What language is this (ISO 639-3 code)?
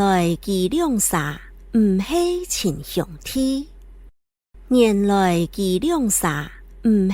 hak